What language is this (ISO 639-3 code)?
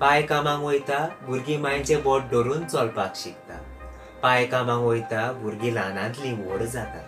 kok